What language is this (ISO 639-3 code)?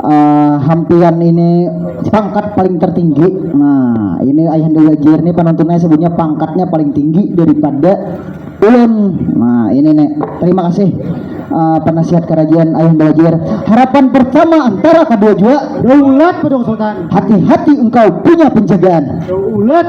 bjn